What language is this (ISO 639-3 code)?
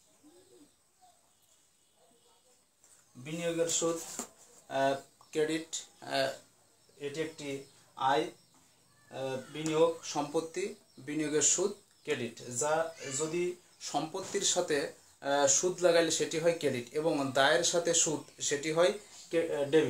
ben